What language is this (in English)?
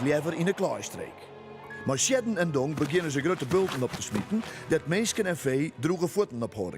Western Frisian